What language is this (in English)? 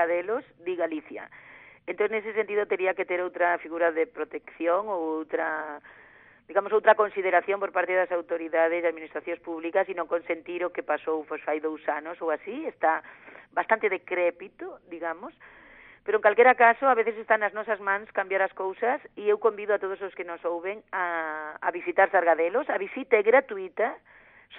Galician